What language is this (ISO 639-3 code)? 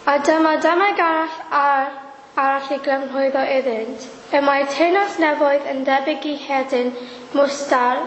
cym